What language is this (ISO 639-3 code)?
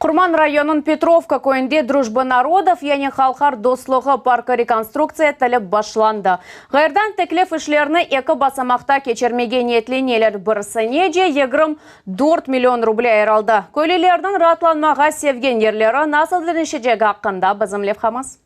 crh